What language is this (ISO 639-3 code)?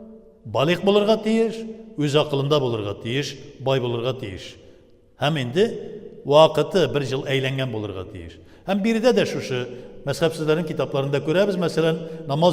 tat